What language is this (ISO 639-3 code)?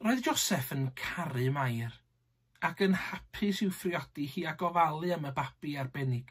cym